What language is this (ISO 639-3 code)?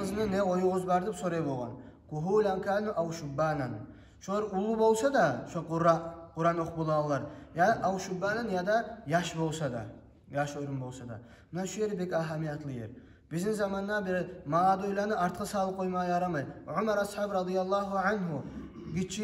kum